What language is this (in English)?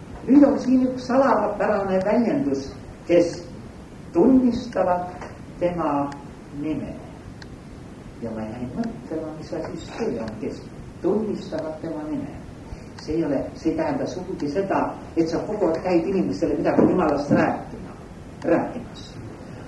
Estonian